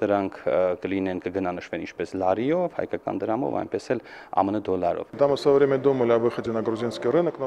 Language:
Armenian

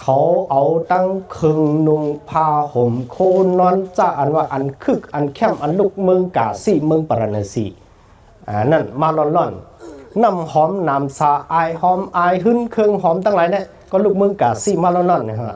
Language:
Shan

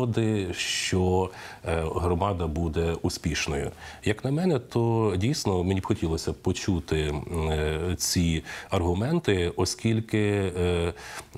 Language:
Ukrainian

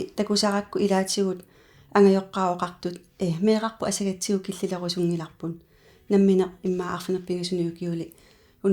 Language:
Kalaallisut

